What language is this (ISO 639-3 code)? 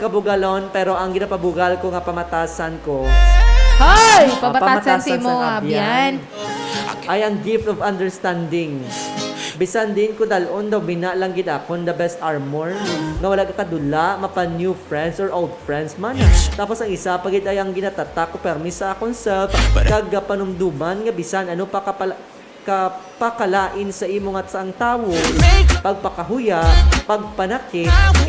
hil